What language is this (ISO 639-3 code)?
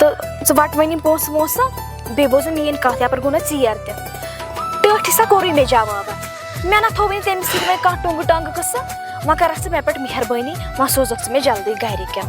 kas